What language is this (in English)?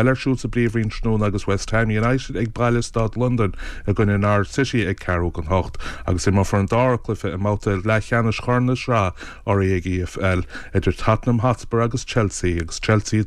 Irish